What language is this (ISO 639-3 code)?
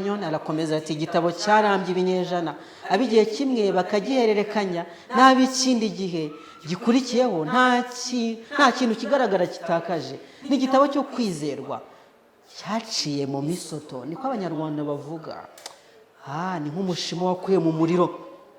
kin